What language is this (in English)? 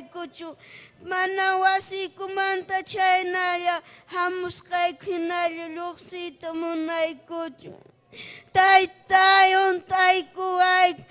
Ayacucho Quechua